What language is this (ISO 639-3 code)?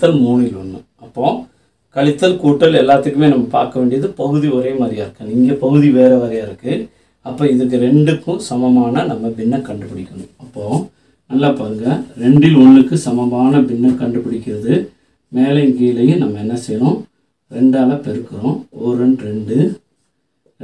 tam